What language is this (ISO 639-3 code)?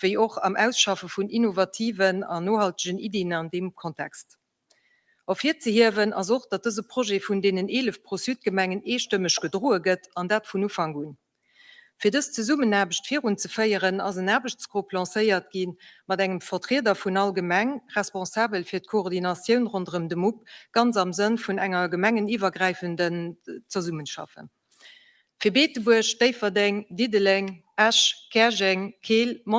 ltz